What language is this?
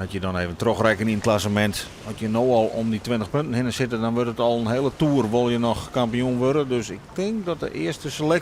Western Frisian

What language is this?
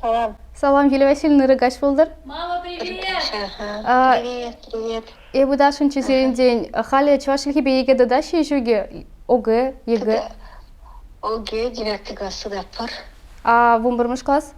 Chuvash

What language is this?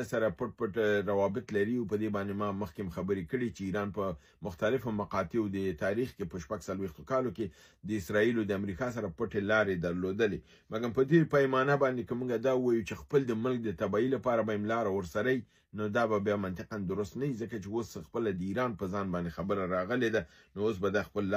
Pashto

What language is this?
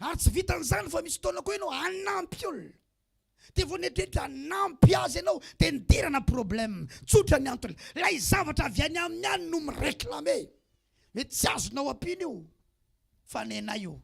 Malagasy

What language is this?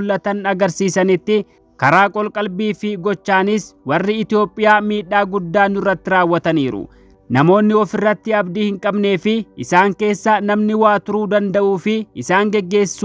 Oromo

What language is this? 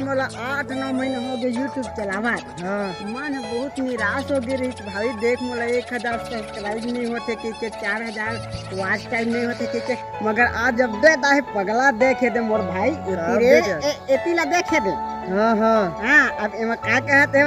Chhattisgarhi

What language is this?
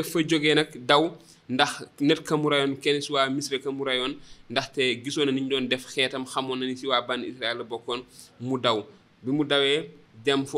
Wolof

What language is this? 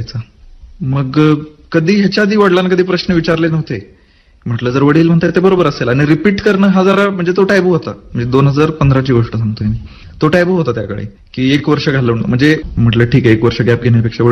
Marathi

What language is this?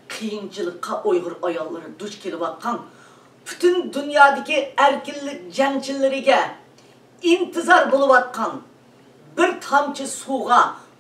Uyghur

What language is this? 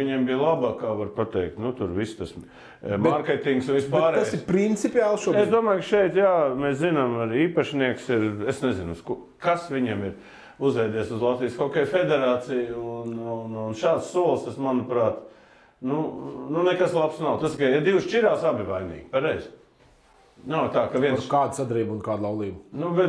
Latvian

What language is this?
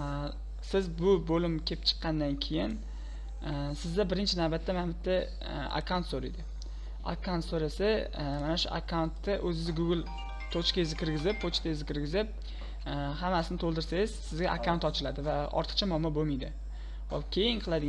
Uzbek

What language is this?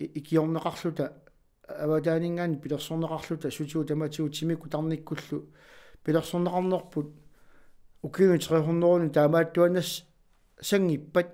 Kalaallisut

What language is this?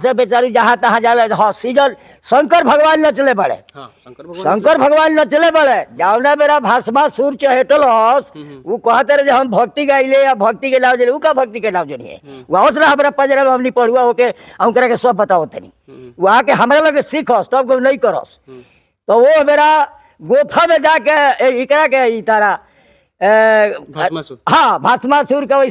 Bhojpuri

